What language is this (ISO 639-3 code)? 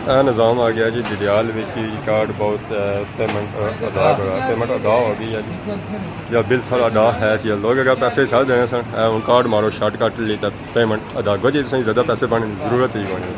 phr